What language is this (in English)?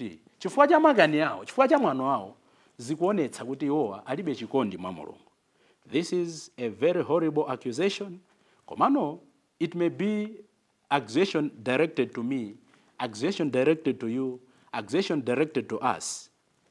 Nyanja